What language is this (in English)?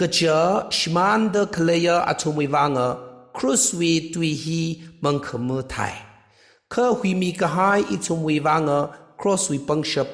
Tangkhul Naga (India)